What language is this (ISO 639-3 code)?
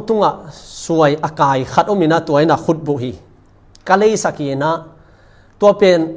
ctd